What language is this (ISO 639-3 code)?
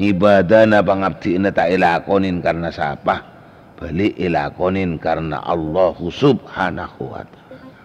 mad